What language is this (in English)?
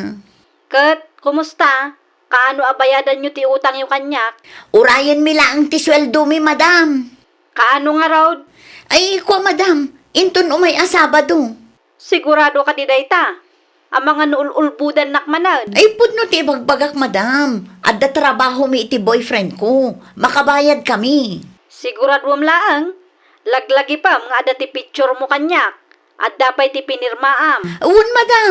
Iloko